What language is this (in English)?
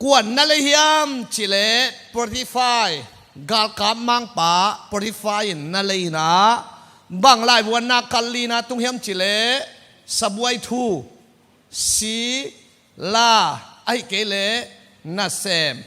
Tedim Chin